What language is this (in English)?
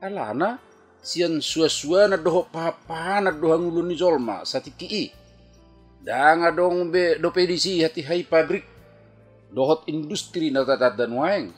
Batak Toba